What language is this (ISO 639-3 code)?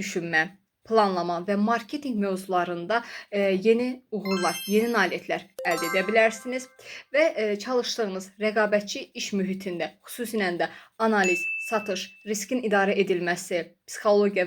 aze